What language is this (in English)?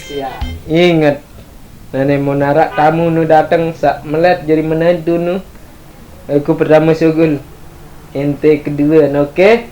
Sasak